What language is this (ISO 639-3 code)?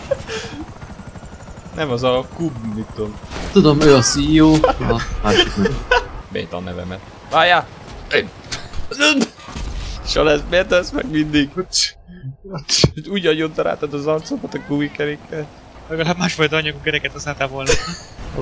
hun